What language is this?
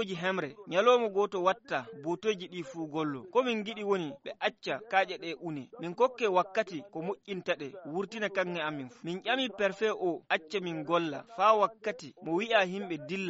Fula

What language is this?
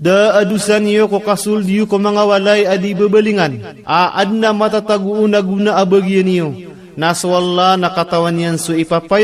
Maranao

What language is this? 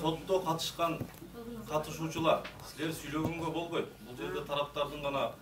Kyrgyz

